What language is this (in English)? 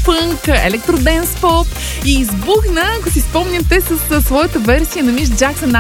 Bulgarian